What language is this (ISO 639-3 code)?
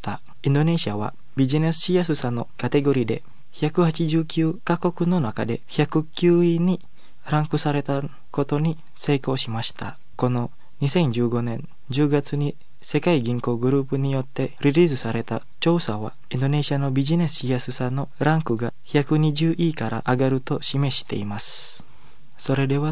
jpn